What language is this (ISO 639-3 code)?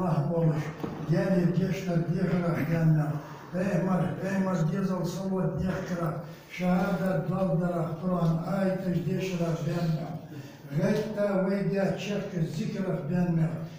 inh